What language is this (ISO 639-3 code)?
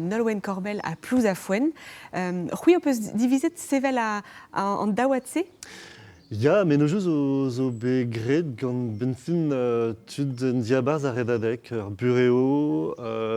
bre